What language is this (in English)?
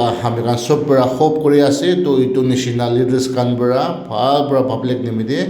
Naga Pidgin